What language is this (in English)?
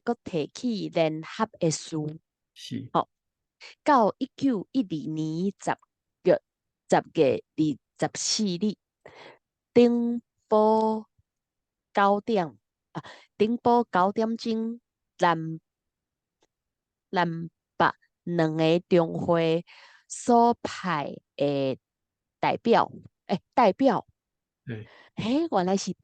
Min Nan Chinese